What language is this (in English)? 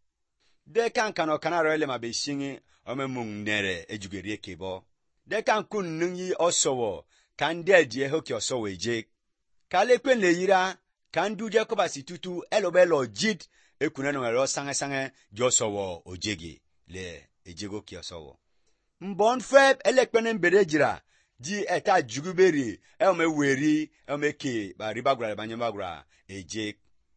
Basque